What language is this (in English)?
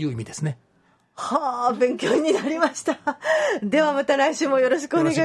Japanese